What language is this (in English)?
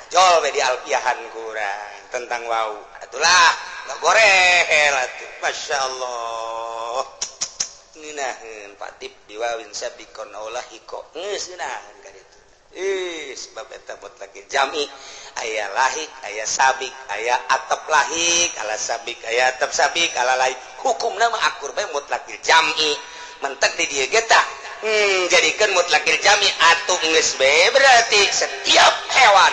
Sundanese